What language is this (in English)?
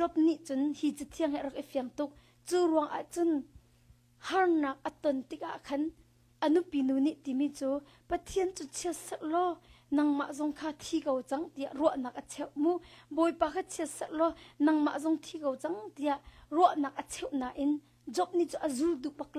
Hakha Chin